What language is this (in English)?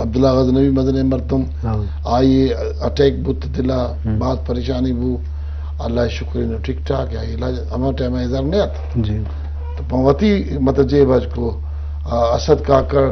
Eastern Balochi